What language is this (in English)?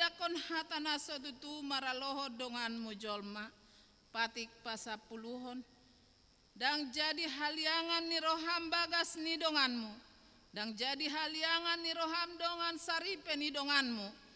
Batak Toba